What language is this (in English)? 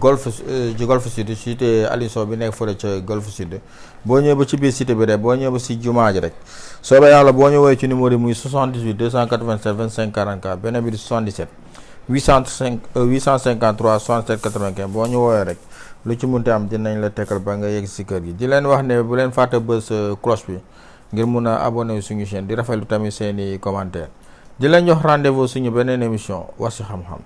Wolof